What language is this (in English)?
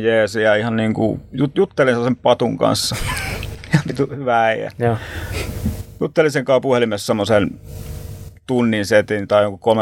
Finnish